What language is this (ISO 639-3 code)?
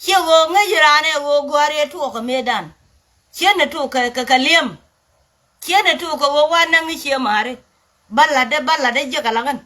nus